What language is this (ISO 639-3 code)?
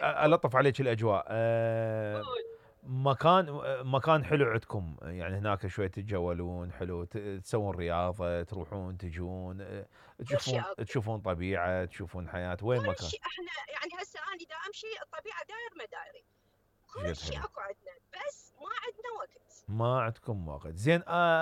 acm